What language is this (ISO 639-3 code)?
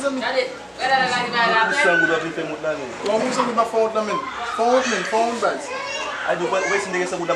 hat